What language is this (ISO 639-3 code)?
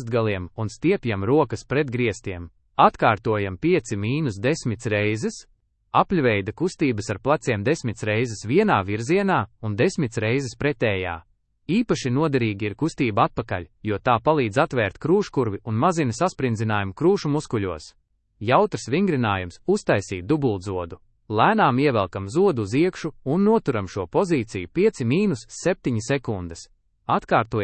lav